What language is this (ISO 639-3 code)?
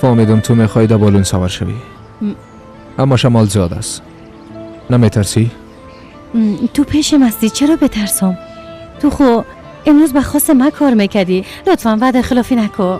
fas